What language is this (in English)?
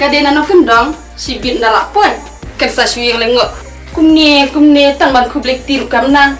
Khasi